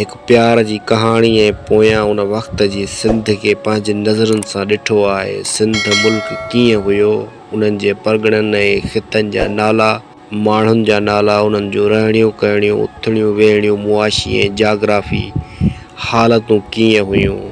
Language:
Sindhi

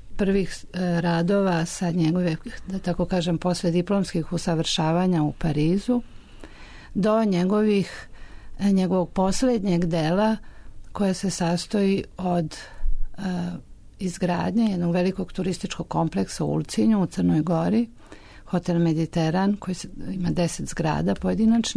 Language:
Serbian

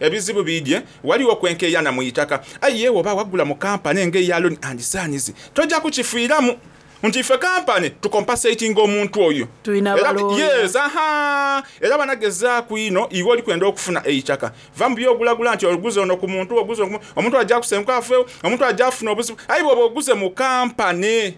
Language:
Soga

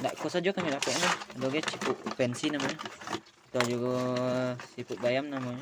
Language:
Minangkabau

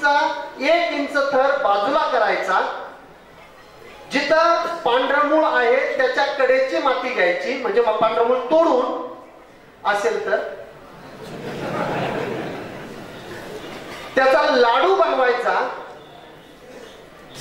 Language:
Marathi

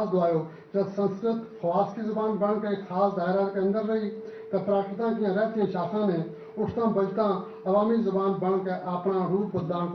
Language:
Gujari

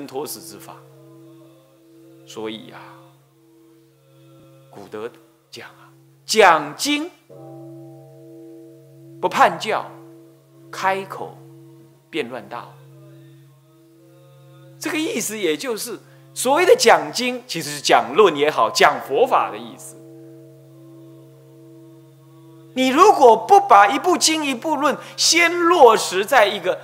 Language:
Chinese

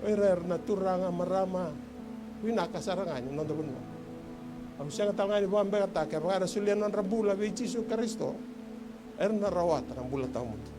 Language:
Fijian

